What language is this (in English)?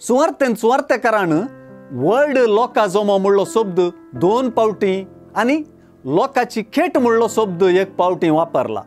Konkani